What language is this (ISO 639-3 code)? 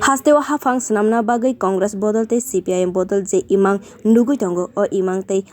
trp